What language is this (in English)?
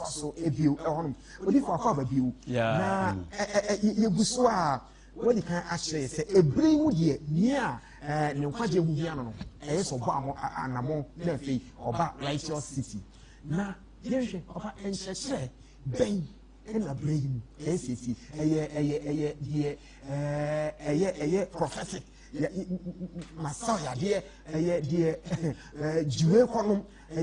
Akan